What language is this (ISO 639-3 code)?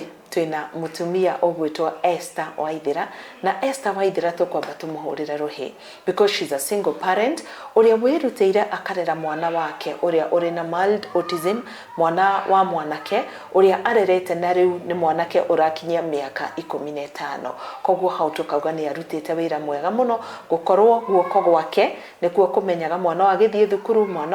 kik